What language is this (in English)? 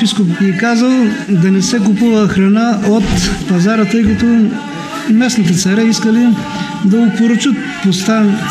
Bulgarian